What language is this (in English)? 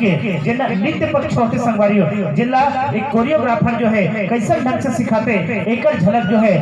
Chhattisgarhi